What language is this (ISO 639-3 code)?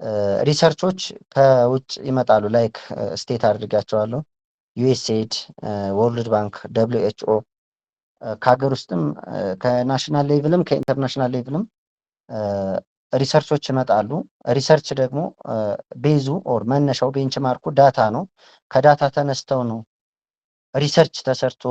amh